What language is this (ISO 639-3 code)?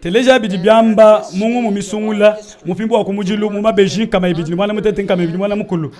lua